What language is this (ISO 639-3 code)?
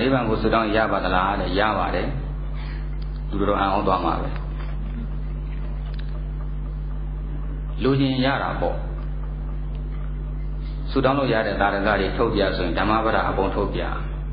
mya